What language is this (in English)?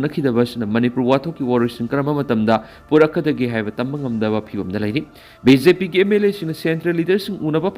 Manipuri